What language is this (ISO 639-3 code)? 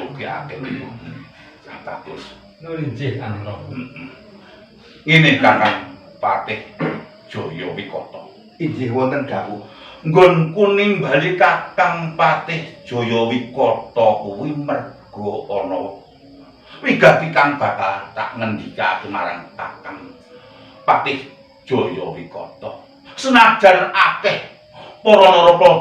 jav